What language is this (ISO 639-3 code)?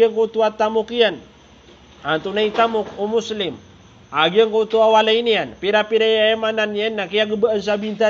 mrw